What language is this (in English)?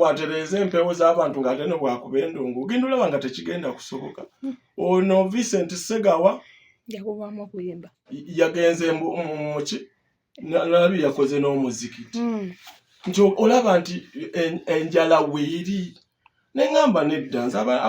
Ganda